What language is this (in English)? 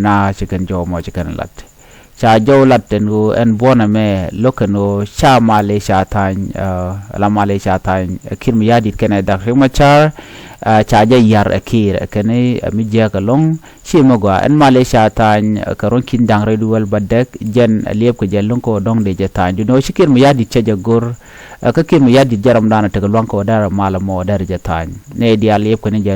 Nuer